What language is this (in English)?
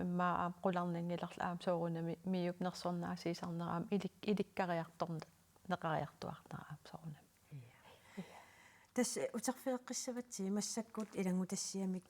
Kalaallisut